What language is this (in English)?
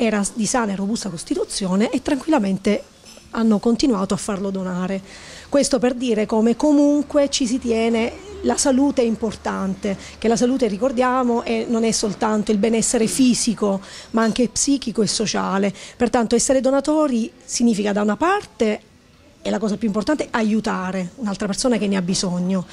Italian